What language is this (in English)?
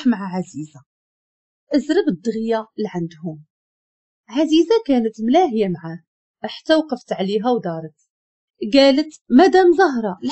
Moroccan Arabic